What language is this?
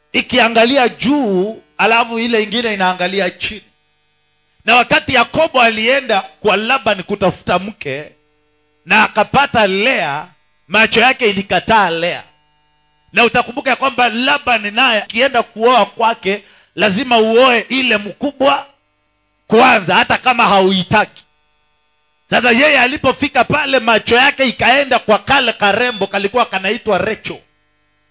Swahili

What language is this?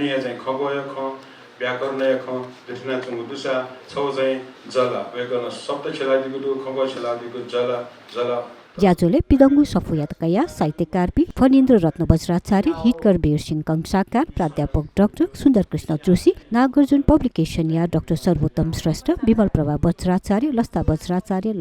Newari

